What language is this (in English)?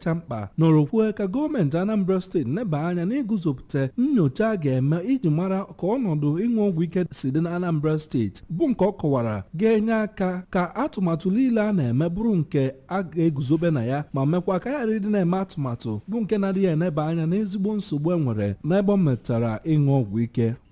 Igbo